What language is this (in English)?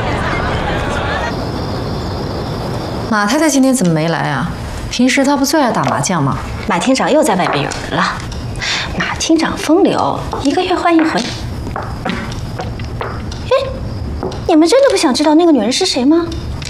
Chinese